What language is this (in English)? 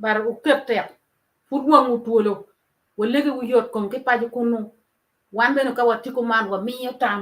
Acoli